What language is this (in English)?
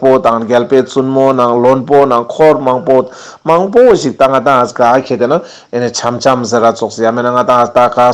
Ladakhi